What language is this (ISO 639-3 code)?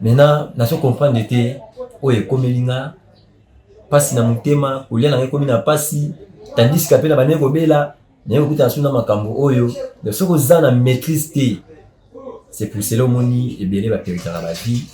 lin